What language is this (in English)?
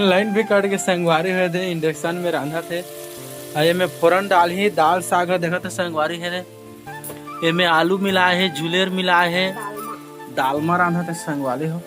Chhattisgarhi